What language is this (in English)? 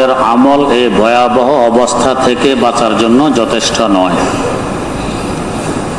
Bangla